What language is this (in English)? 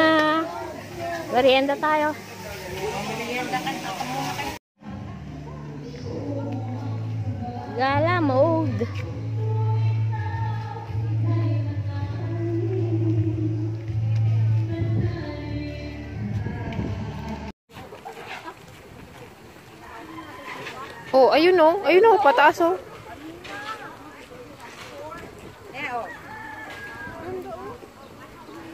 Filipino